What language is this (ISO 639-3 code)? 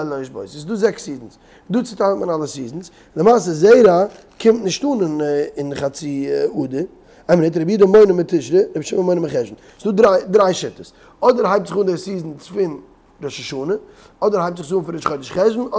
yid